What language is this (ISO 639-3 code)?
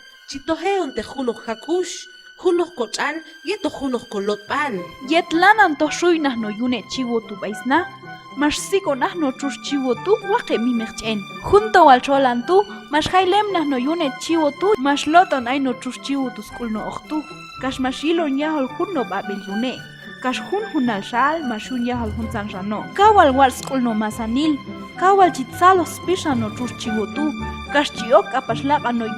kjb